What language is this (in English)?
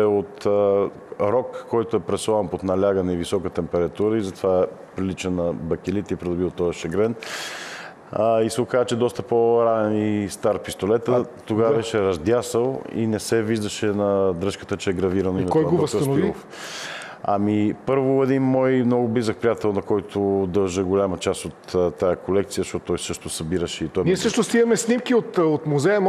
Bulgarian